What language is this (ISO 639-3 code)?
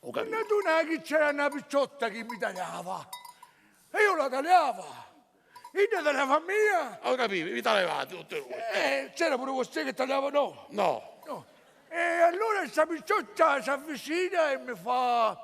scn